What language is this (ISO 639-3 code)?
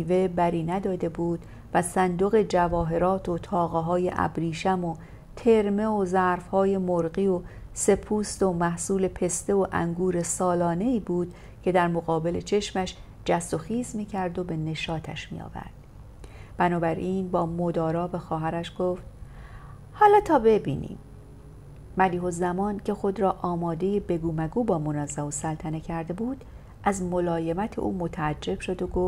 fas